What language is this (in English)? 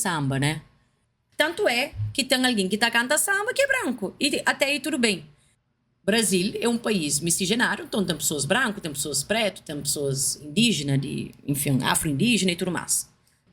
Kabuverdianu